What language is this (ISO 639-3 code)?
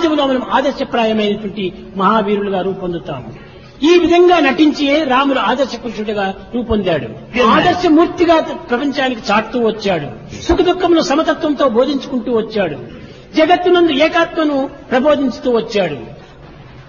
tel